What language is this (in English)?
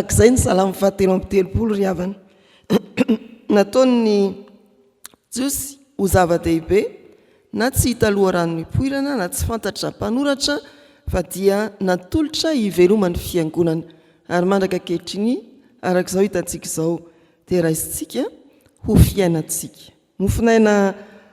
Malagasy